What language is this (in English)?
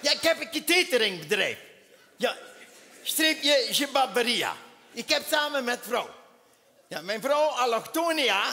Limburgish